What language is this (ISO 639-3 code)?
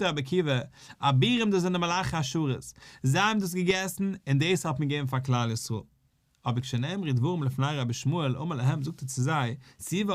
yid